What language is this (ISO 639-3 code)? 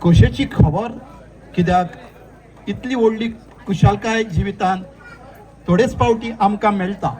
kok